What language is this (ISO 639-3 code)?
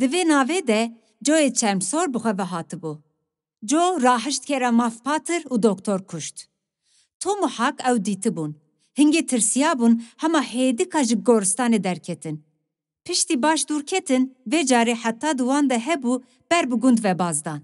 kur